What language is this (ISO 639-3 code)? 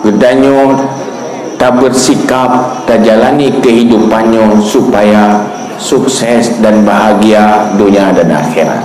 ace